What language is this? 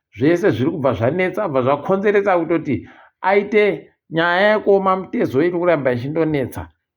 Ndau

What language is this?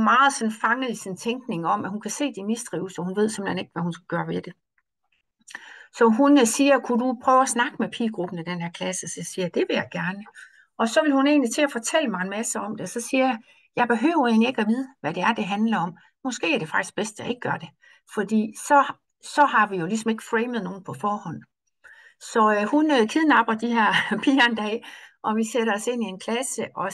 Danish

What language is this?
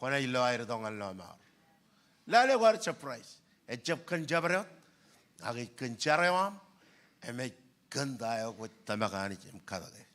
Marshallese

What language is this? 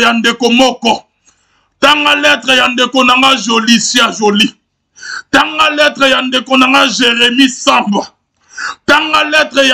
Lingala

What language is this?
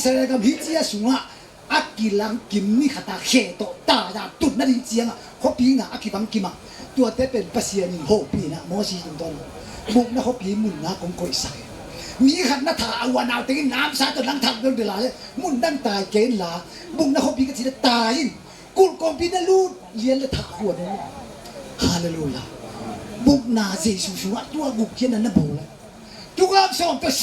Tedim Chin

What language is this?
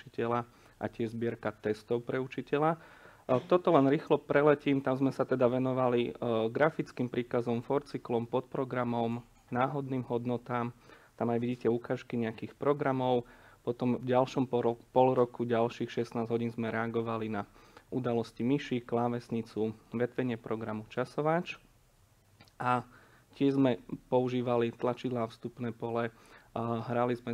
Slovak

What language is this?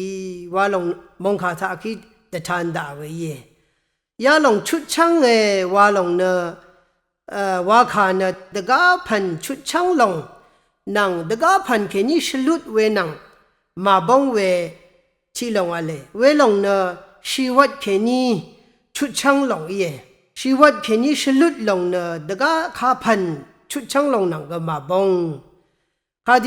Rawang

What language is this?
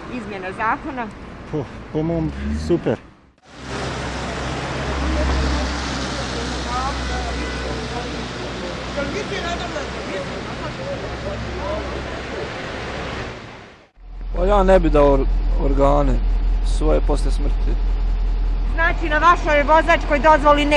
Bosnian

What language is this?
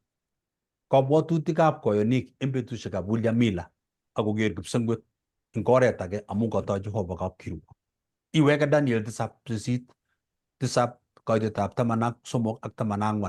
Kalenjin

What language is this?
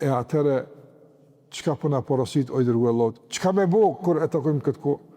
Albanian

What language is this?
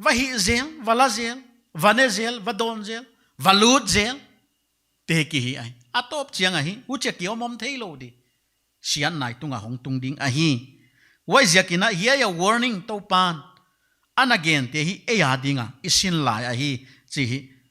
Paite Chin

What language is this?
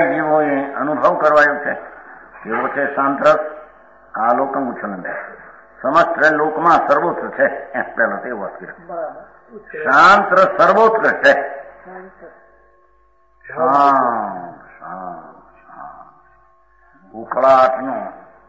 Gujarati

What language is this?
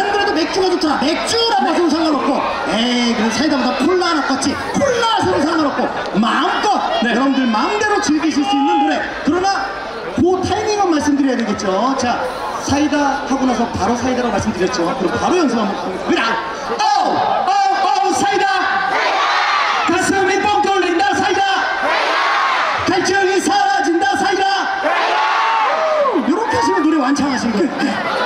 Korean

